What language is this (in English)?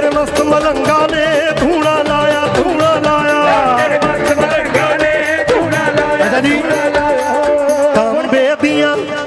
Punjabi